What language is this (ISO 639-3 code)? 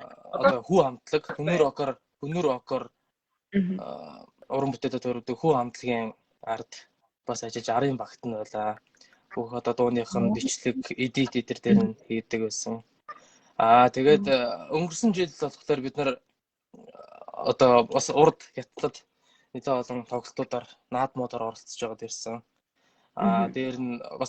mon